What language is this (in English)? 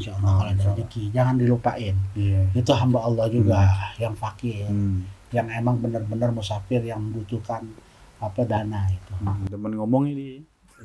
Betawi